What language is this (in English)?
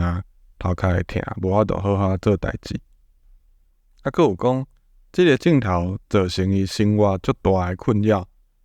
Min Nan Chinese